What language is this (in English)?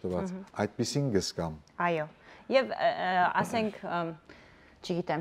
Western Armenian